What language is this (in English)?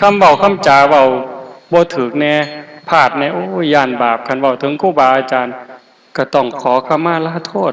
Northeastern Thai